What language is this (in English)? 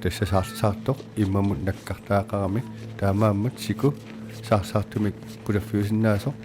Kalaallisut